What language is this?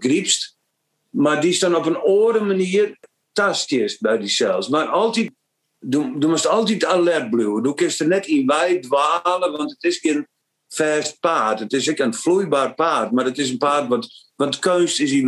Western Frisian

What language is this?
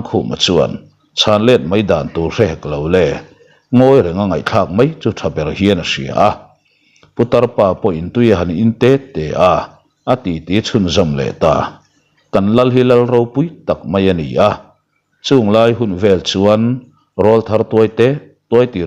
Mizo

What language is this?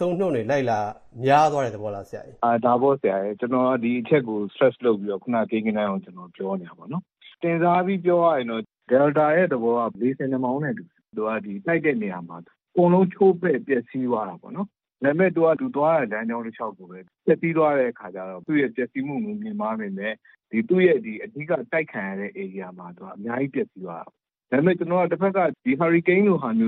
Burmese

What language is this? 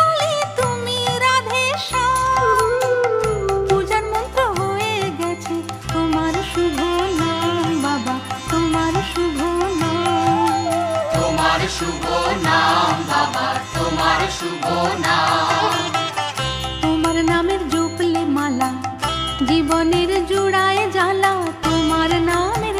Bangla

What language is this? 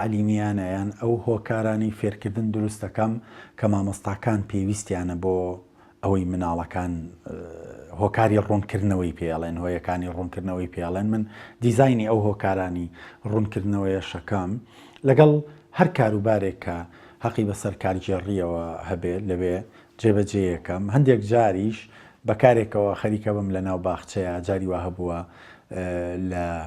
Central Kurdish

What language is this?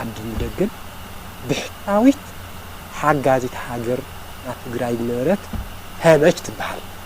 Tigrinya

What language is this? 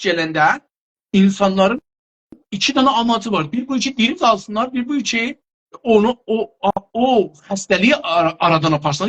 South Azerbaijani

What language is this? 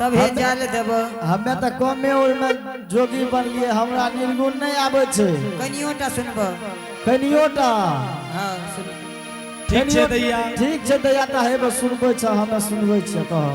Angika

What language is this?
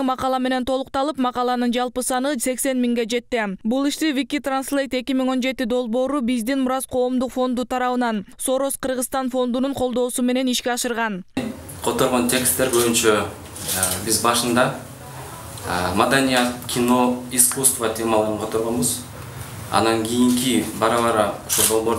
Kyrgyz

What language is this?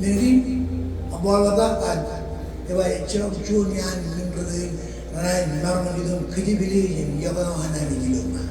Marshallese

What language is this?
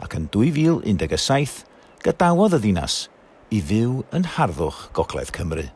Welsh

